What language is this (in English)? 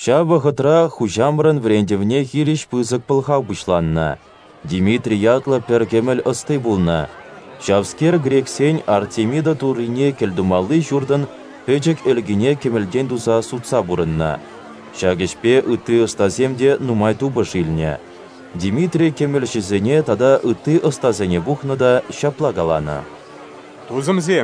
Chuvash